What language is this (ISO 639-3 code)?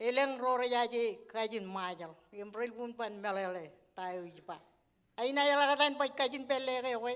mah